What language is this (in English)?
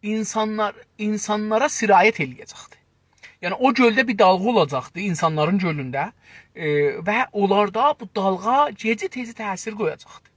South Azerbaijani